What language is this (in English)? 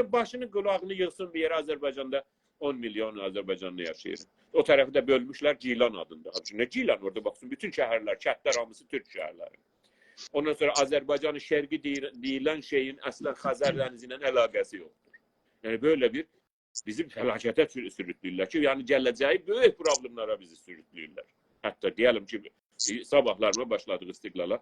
South Azerbaijani